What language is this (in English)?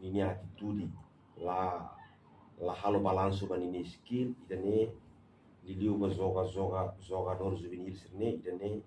Tetum